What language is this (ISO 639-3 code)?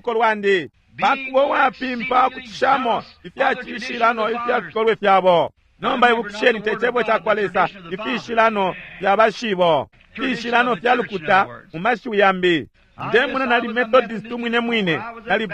bem